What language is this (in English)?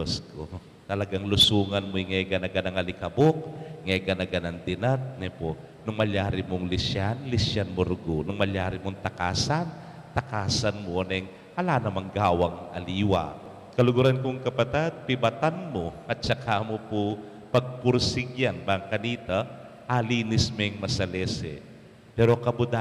Pampanga